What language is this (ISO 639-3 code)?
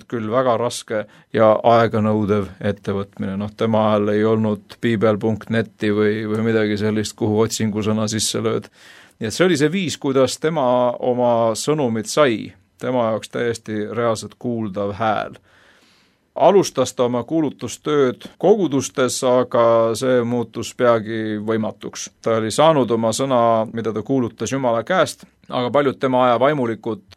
est